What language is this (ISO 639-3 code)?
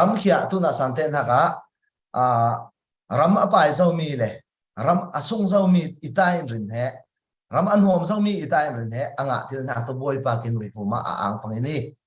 cfm